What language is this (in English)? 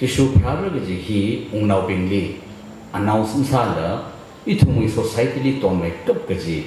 Tangkhul Naga (India)